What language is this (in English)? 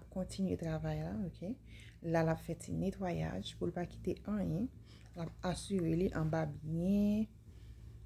Haitian Creole